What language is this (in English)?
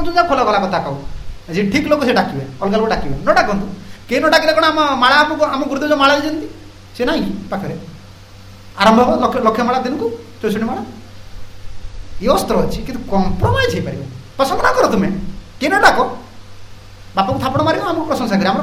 Odia